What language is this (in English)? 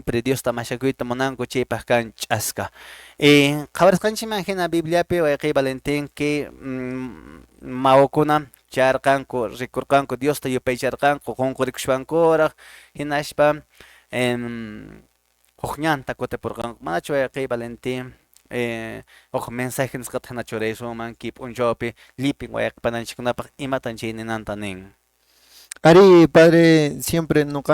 Quechua